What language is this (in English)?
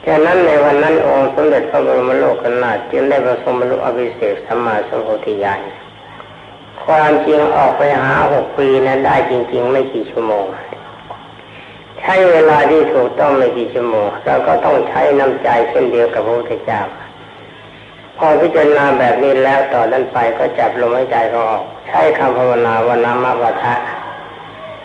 Thai